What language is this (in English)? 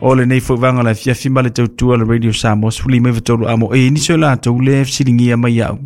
Samoan